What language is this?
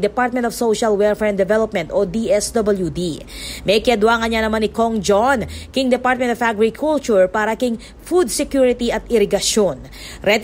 Pampanga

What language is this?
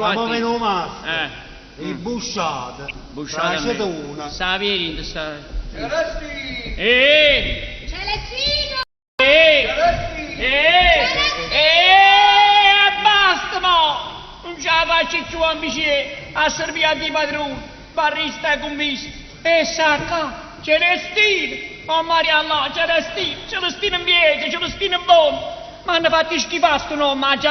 Neapolitan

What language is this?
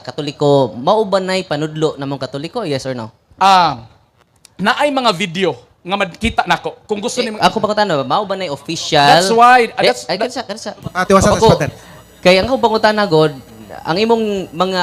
Cebuano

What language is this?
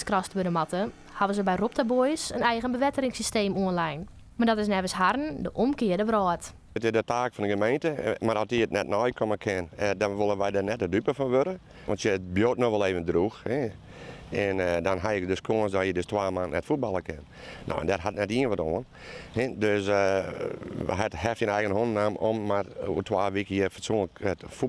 Western Frisian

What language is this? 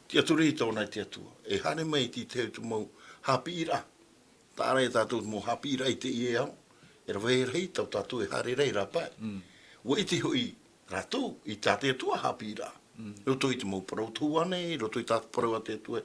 Tahitian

